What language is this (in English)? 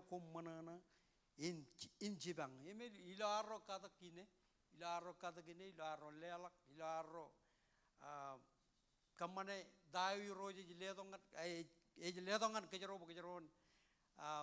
Marshallese